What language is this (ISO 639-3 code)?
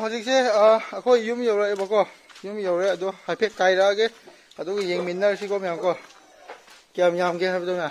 mni